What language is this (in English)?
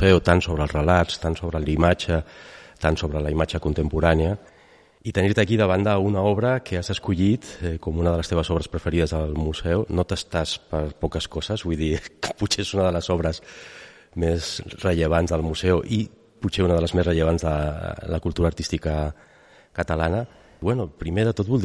Catalan